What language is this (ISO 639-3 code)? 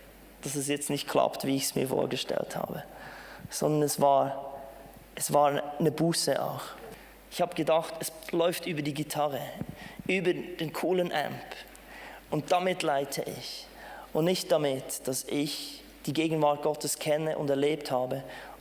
gsw